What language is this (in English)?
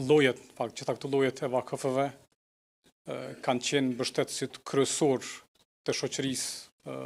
Albanian